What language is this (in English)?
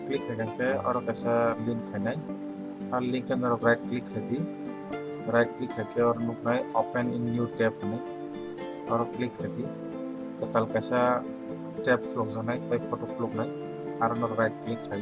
Kok Borok